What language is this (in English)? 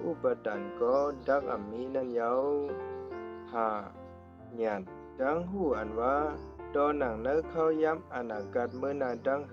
Shan